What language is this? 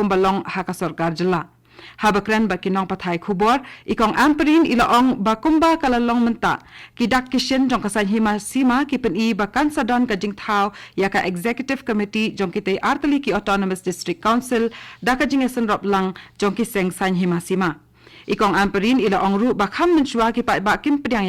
Khasi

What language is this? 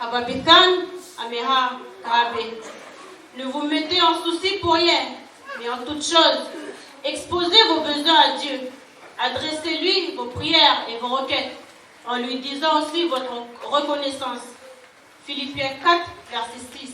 Dehu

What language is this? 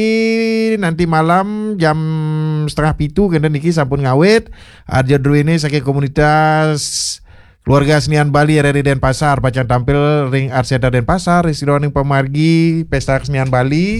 Balinese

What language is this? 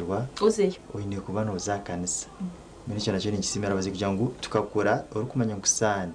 Nyankole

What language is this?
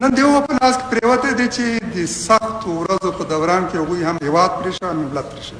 Pashto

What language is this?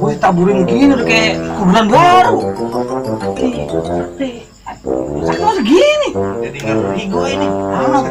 Betawi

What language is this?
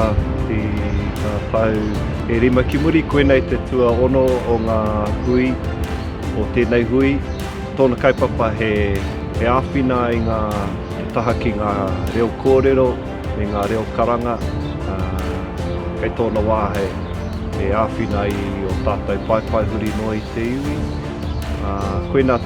Māori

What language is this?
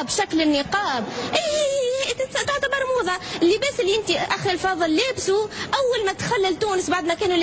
Tunisian Arabic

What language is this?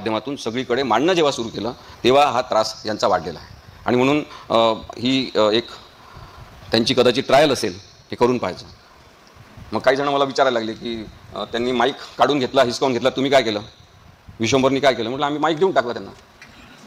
Marathi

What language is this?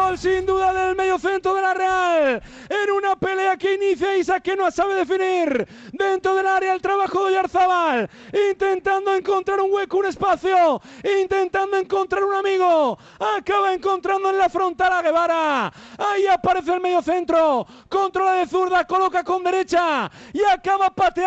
Spanish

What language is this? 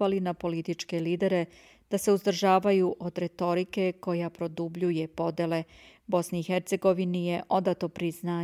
Croatian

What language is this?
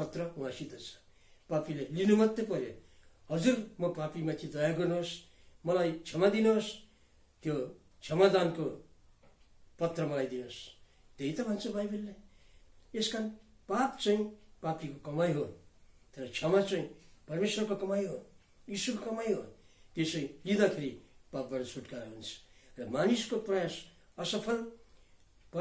Nepali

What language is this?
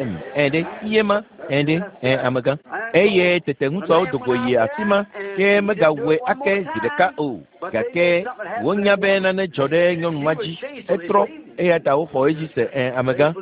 Ewe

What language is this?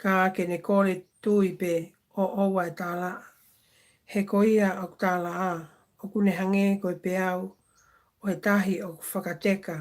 Tongan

